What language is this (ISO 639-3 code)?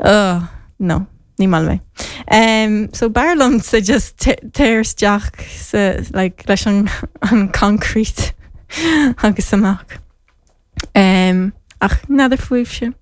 gle